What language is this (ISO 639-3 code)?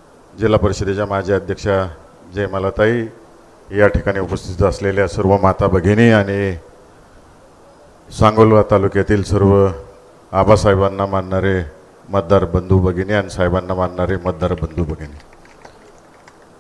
mar